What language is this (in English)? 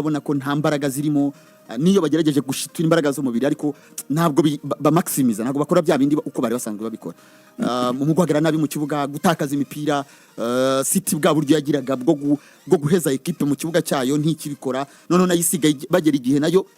Kinyarwanda